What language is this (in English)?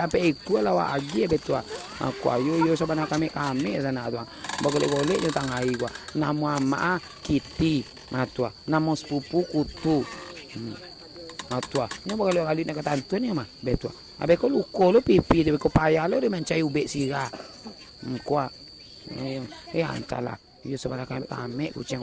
Minangkabau